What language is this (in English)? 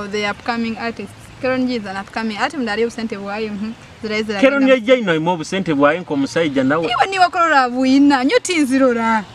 Nyoro